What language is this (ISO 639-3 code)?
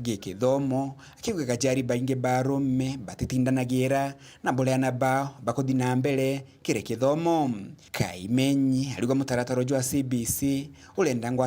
mer